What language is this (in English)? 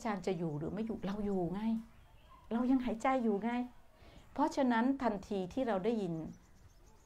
Thai